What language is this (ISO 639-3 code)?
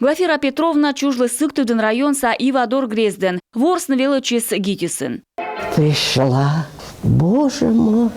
kom